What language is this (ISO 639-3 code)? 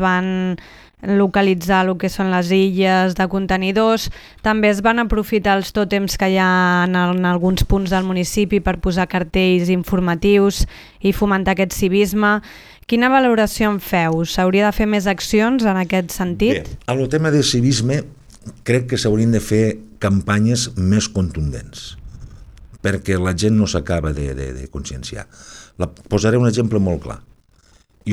cat